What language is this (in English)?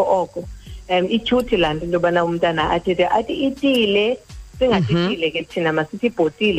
Xhosa